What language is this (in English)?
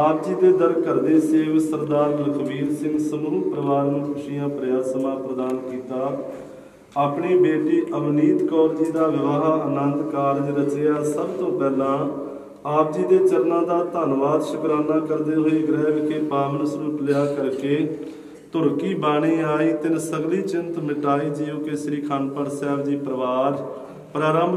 Punjabi